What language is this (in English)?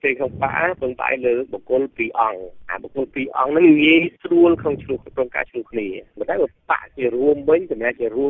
Khmer